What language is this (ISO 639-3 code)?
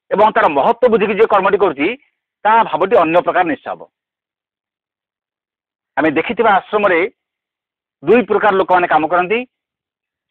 ori